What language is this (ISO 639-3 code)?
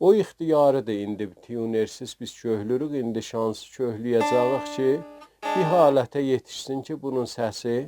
azb